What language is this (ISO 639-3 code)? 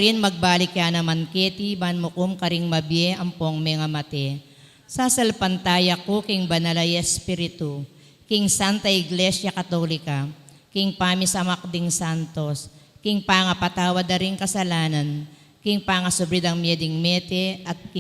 pam